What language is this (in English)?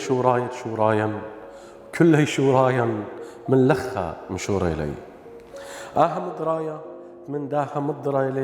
Assyrian Neo-Aramaic